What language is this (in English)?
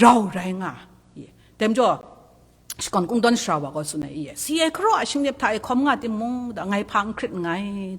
Kachin